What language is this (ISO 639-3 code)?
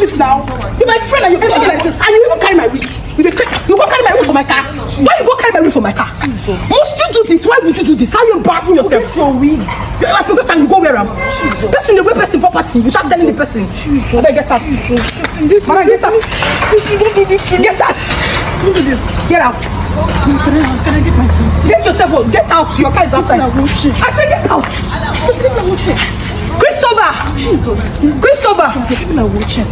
pcm